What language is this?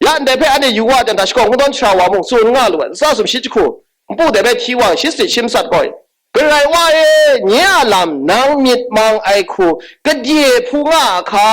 Kachin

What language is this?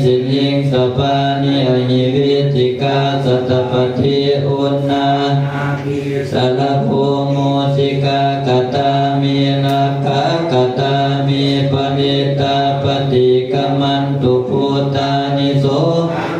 Pali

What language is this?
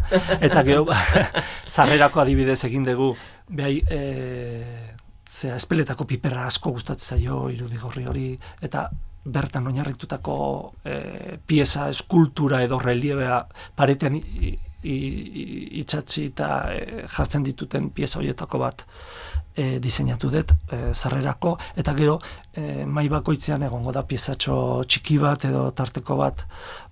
Basque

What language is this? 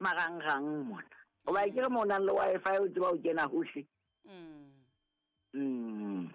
Southern Sotho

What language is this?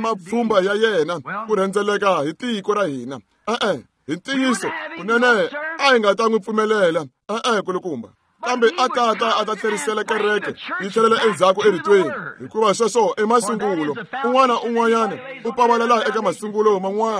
Tsonga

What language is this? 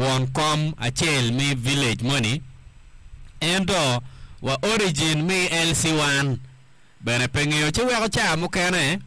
Acoli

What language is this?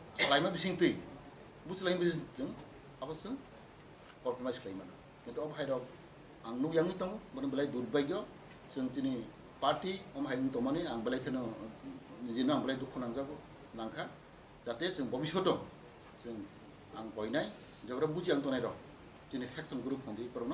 Kok Borok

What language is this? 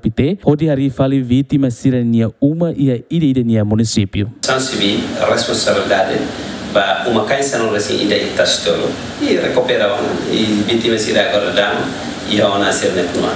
Tetum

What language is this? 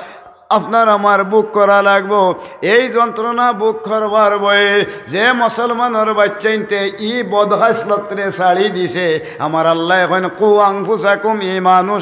Sylheti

